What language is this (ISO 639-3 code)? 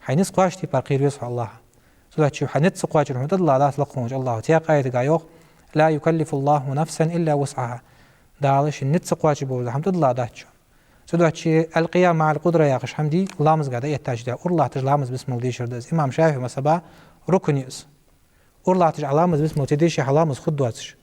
inh